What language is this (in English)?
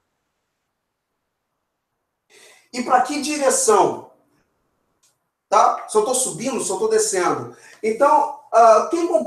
Portuguese